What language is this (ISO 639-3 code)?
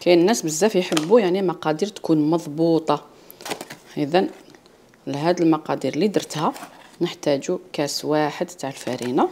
arq